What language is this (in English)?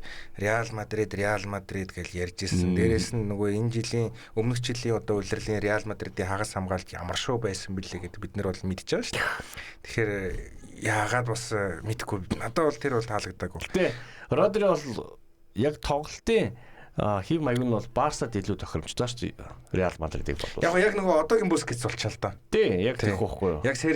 Mongolian